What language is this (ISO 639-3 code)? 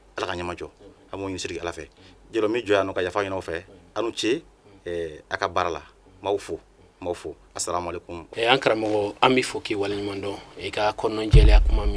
bam